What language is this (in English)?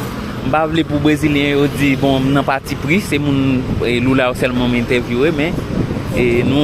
Haitian Creole